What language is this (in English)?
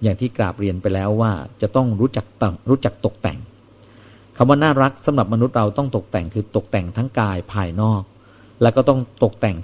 Thai